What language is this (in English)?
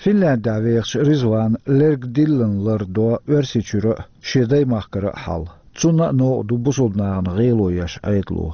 Chechen